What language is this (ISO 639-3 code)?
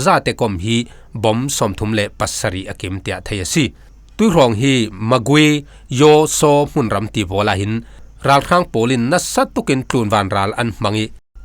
cfm